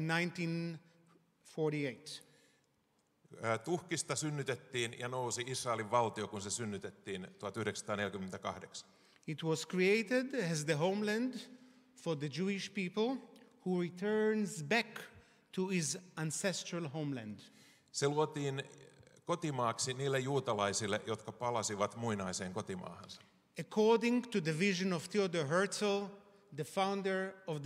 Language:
Finnish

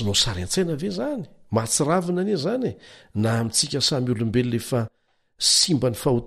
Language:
Malagasy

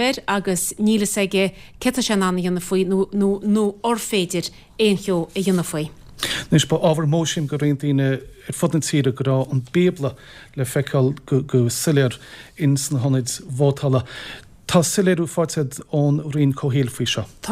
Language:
Irish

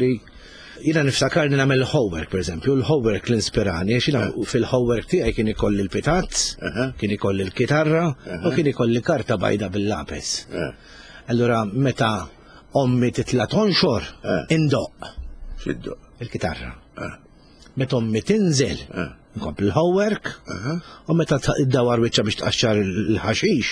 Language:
Maltese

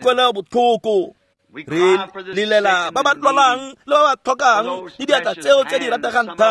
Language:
Tswana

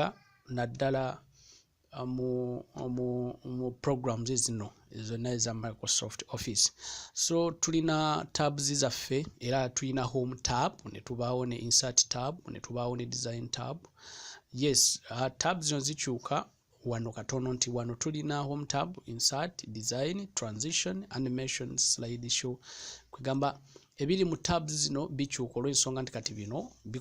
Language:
Ganda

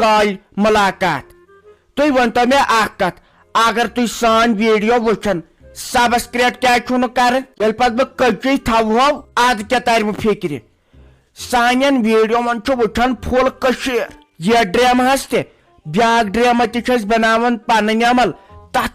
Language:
Kashmiri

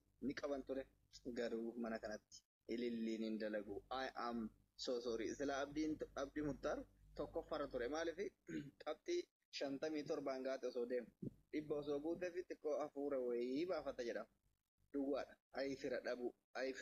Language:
Oromo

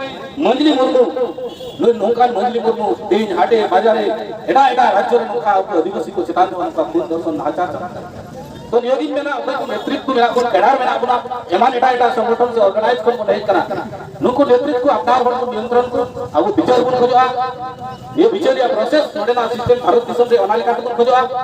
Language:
Santali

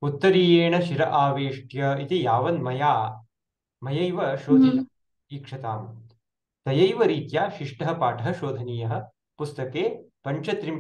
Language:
Sanskrit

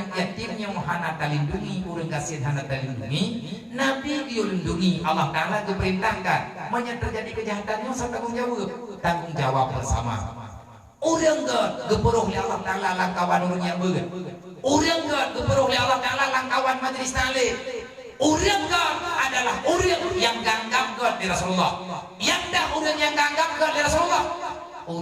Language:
Achinese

